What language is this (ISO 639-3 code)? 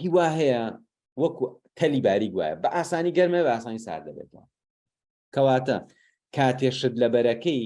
ckb